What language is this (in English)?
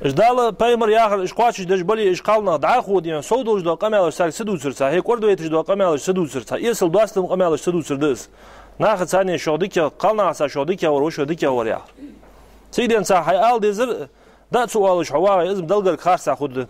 Ingush